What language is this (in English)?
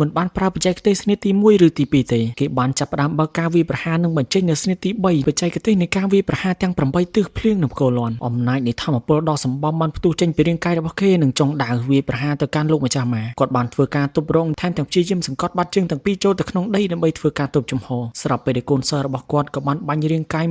Khmer